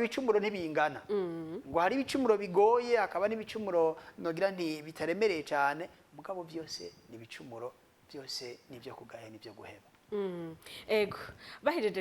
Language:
Rundi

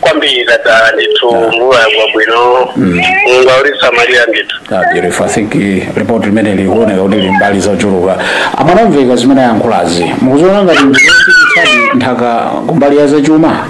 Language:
Nyanja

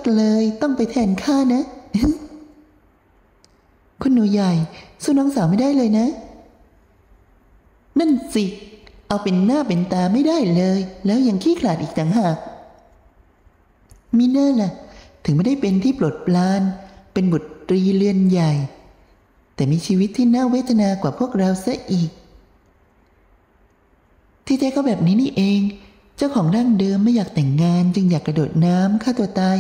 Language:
Thai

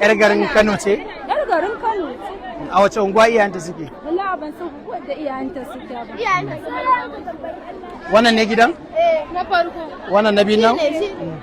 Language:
Hausa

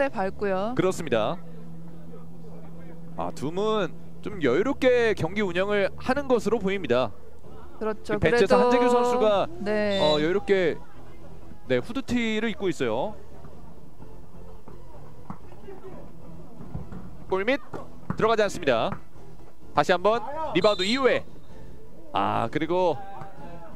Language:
Korean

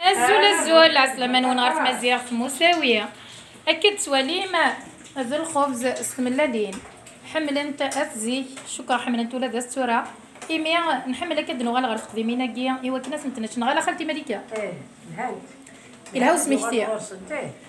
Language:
Kabyle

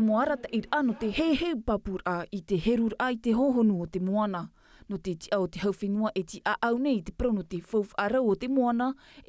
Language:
Tahitian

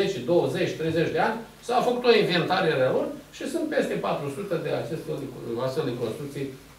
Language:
Romanian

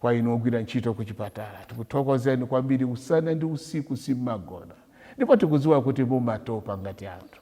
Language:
Nyanja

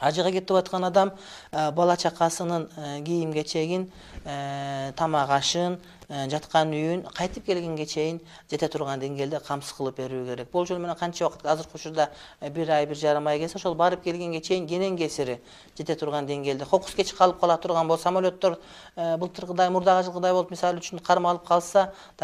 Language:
Kyrgyz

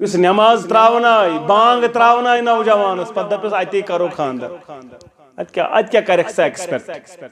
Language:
Kashmiri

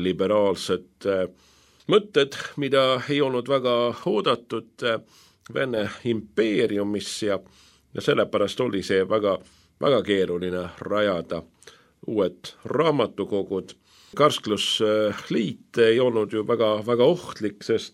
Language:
Estonian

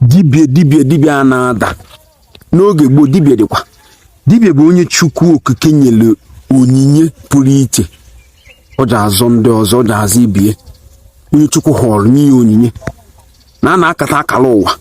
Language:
Igbo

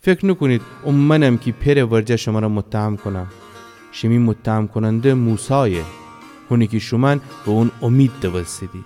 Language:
Gilaki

